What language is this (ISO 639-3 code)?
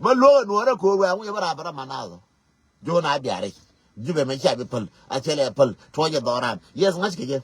nus